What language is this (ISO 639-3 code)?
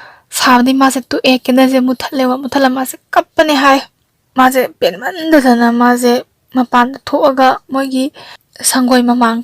mni